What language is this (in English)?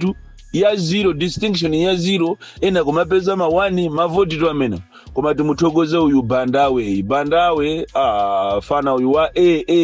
Nyanja